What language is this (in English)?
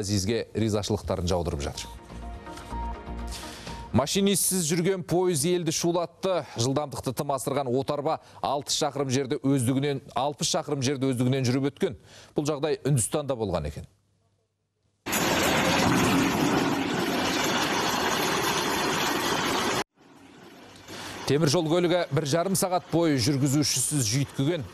Kazakh